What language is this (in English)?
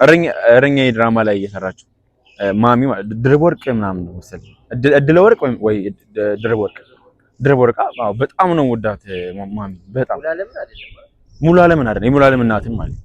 Amharic